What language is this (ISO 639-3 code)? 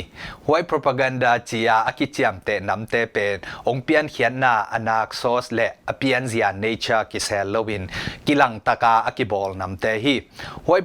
ctd